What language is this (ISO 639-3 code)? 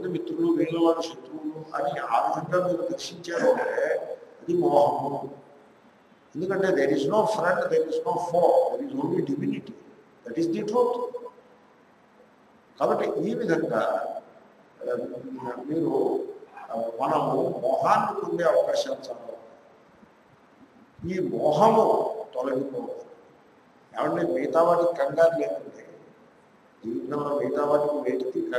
tel